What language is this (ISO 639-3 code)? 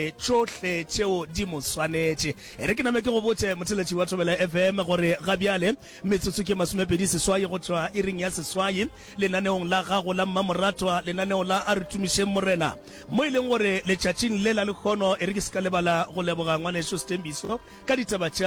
nso